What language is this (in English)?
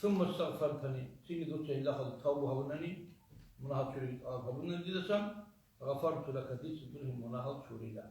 Avaric